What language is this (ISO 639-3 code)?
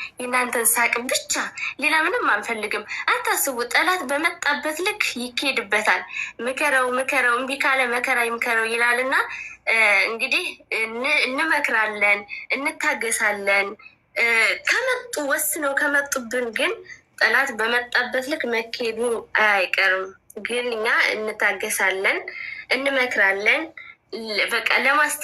amh